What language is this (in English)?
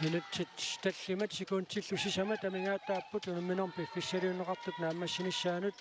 Kalaallisut